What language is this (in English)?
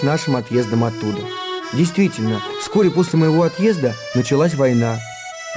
Russian